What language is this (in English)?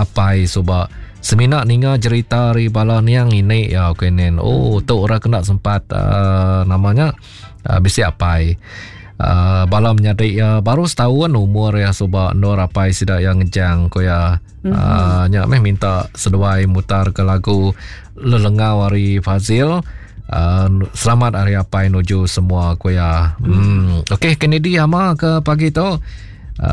Iban